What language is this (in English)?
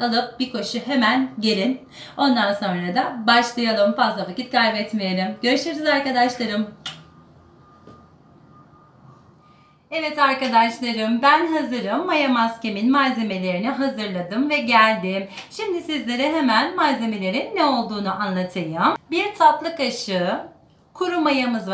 Turkish